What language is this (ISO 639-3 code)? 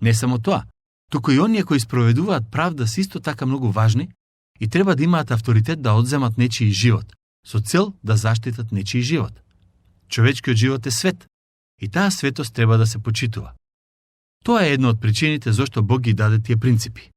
mkd